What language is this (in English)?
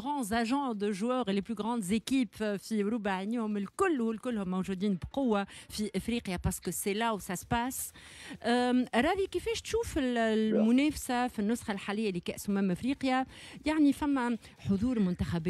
Tunisian Arabic